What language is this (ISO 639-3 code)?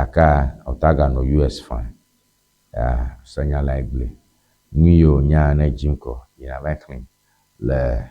ewe